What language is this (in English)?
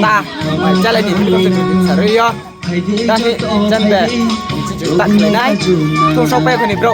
Riang (India)